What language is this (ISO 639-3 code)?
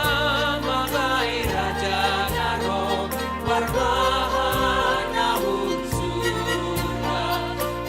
bts